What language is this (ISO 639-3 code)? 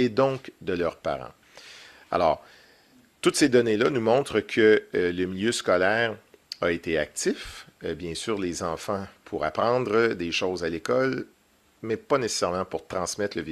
fra